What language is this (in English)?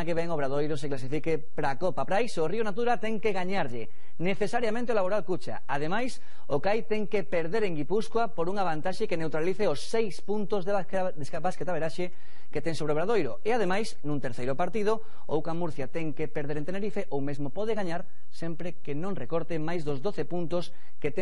Galician